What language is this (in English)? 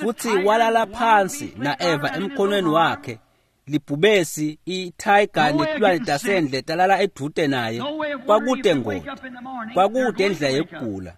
Swati